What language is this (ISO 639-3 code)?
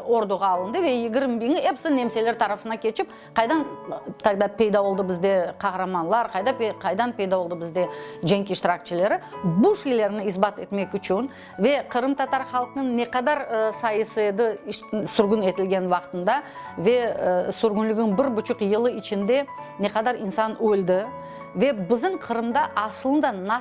crh